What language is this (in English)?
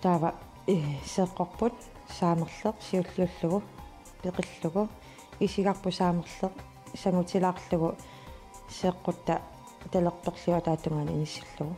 Kalaallisut